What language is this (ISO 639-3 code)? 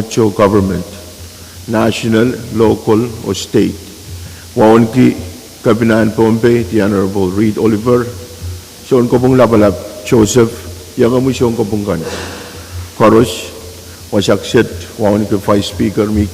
pon